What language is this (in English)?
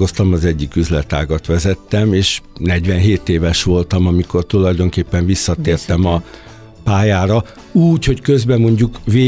Hungarian